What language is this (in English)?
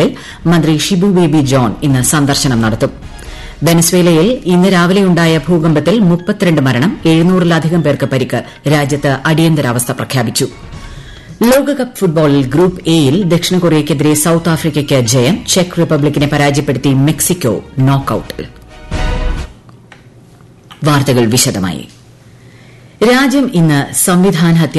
Malayalam